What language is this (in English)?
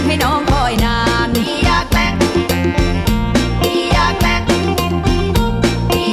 Thai